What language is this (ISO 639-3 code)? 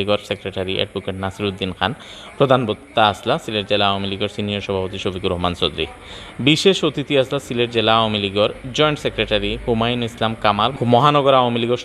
syl